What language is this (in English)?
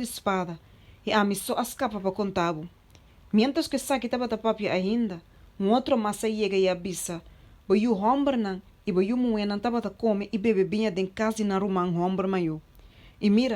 Papiamento